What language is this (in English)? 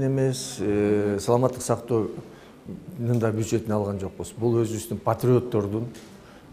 Kyrgyz